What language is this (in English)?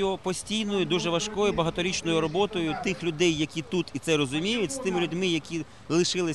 Ukrainian